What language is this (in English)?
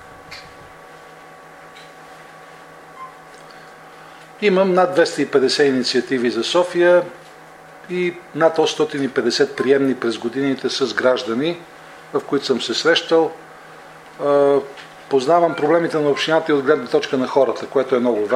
Bulgarian